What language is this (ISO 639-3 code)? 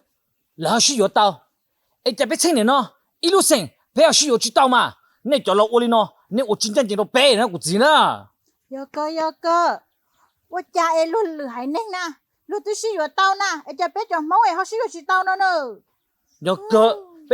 hmn